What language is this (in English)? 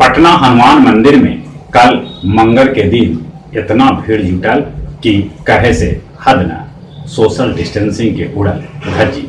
Magahi